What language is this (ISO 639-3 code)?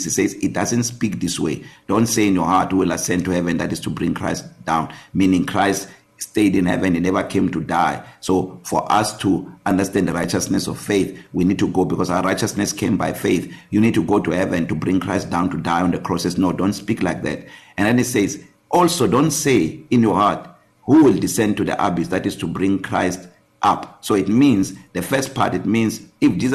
eng